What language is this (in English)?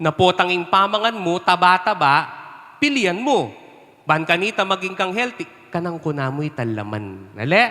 Pampanga